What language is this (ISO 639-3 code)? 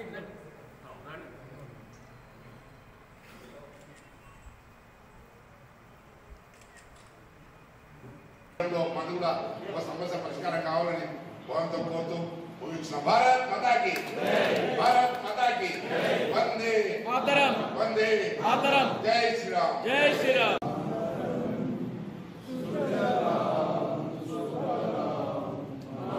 tel